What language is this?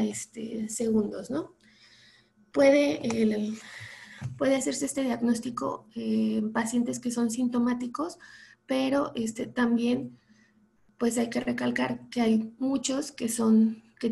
Spanish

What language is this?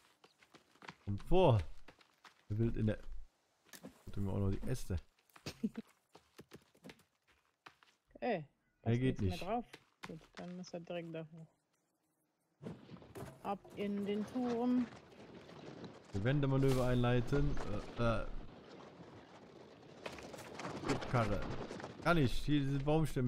German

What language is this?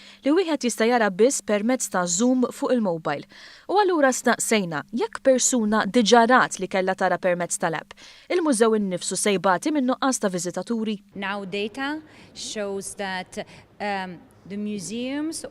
Maltese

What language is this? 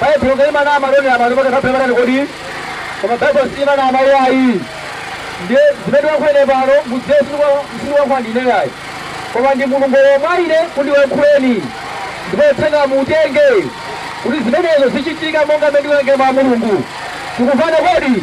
Nyanja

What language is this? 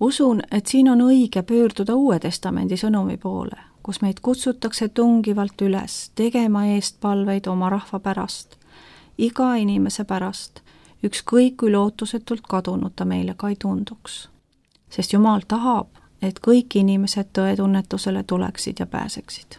Estonian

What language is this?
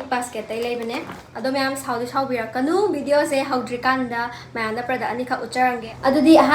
Manipuri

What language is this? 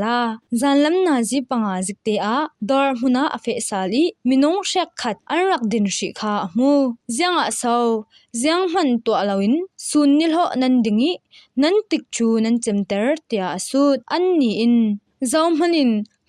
Falam Chin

